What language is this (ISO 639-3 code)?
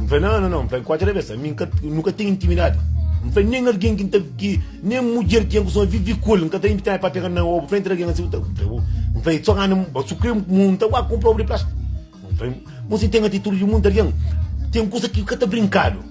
kea